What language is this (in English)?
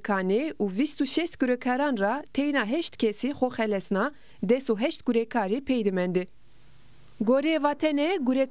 Zaza